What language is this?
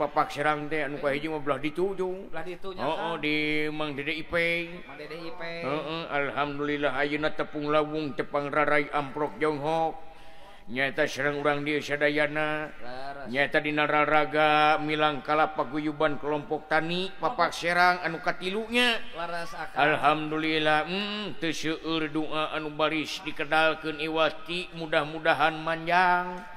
Sundanese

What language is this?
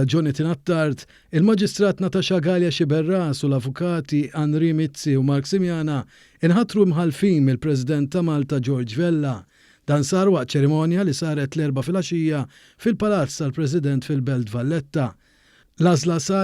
Maltese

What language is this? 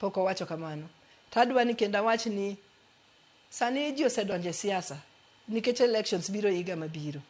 Luo (Kenya and Tanzania)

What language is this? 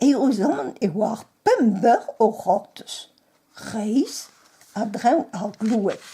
Breton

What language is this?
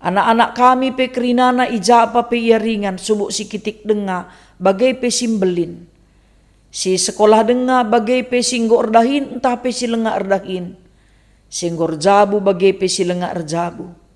Batak Karo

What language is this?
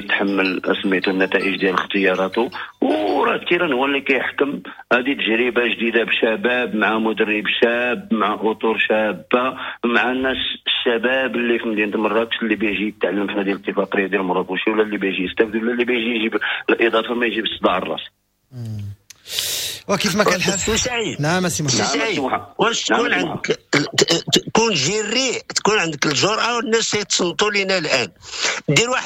Moroccan Arabic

